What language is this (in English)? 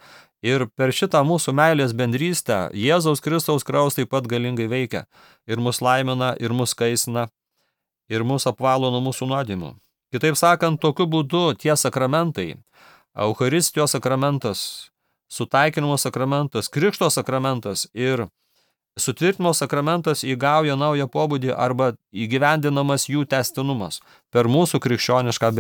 Lithuanian